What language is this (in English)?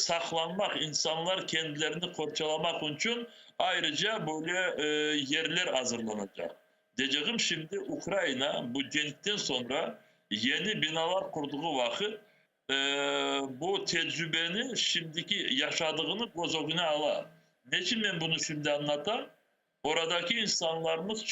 Crimean Tatar